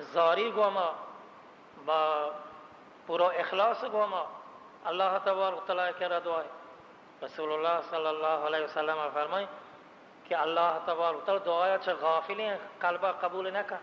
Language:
Baluchi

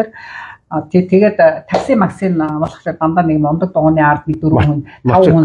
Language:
Mongolian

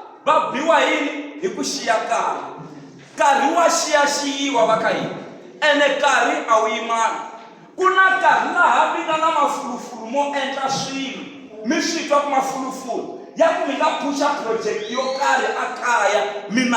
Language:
Tsonga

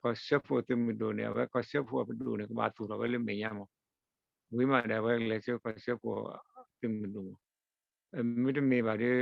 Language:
S'gaw Karen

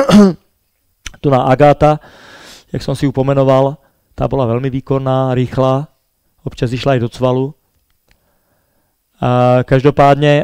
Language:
Slovak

